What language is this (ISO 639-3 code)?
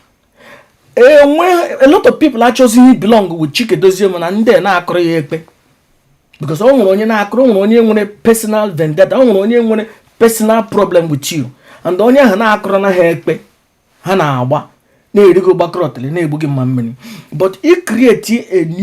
ibo